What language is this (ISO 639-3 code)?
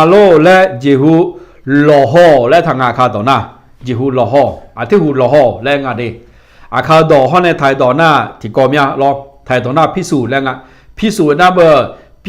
ahk